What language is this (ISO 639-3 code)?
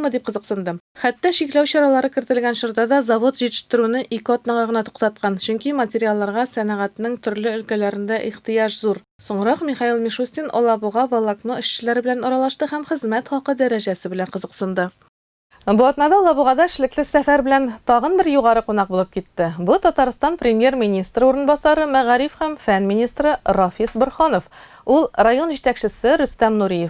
tat